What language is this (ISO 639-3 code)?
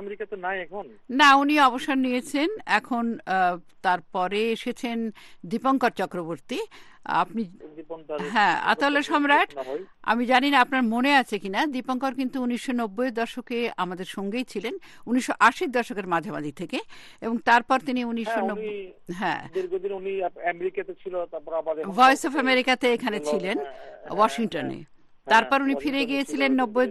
ben